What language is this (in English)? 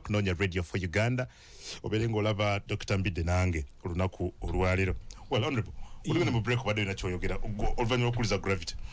Ganda